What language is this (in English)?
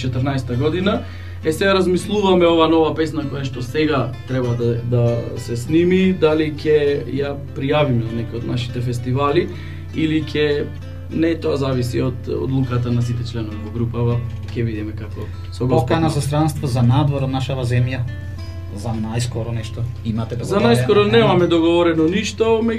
Macedonian